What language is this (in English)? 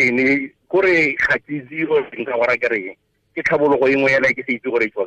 Tswana